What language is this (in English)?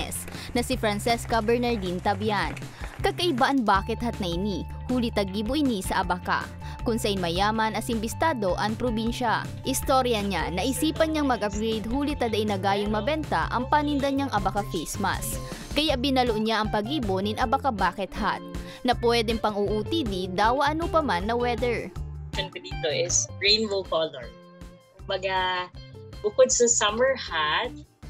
Bikol